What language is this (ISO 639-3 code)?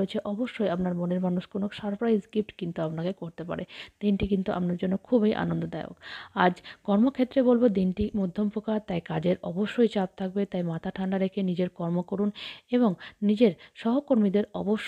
ben